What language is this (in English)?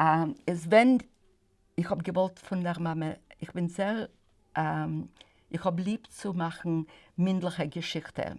Yiddish